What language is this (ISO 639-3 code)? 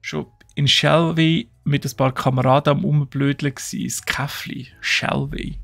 gsw